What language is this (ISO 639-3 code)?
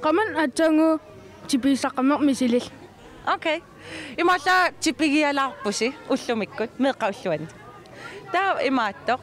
kal